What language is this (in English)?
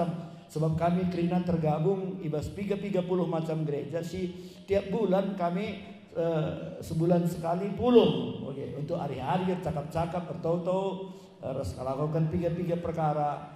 Batak Karo